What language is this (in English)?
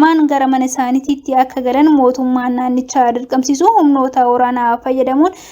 Oromo